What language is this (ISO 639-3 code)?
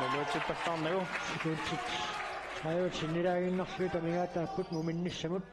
kal